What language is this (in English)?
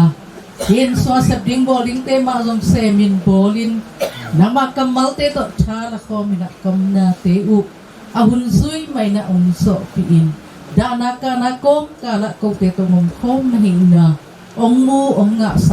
Tedim Chin